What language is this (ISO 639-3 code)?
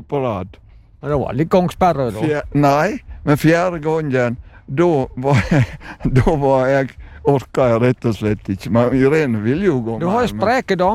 nor